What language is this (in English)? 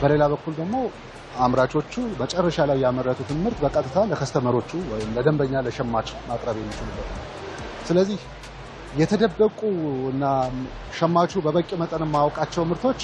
Amharic